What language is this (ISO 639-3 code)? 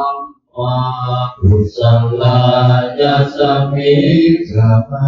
pli